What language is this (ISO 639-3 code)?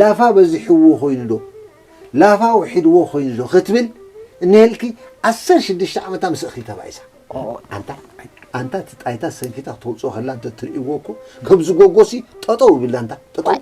tir